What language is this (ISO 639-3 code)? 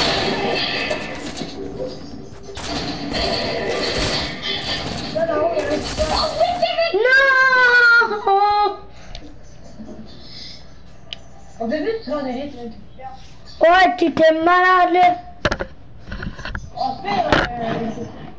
fra